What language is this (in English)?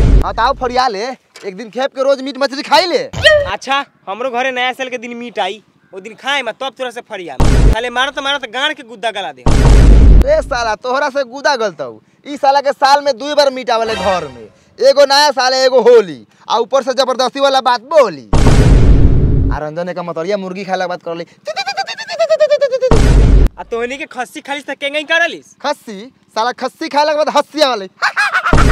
Bhojpuri